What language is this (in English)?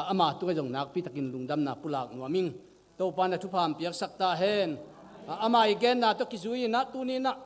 Tedim Chin